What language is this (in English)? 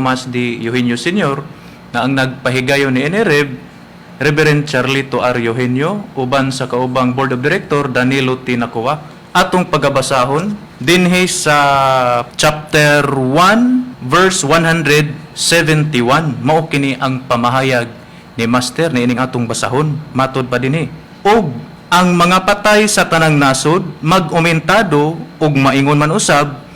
Cebuano